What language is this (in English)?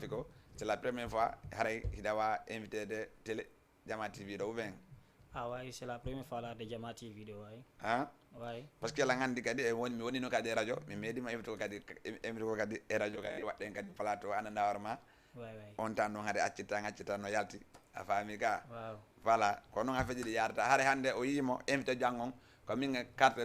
Fula